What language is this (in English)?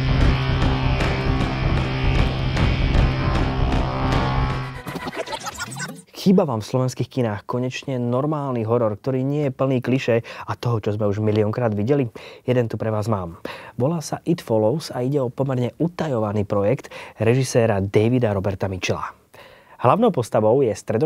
Slovak